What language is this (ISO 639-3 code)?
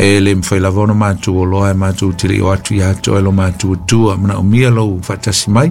smo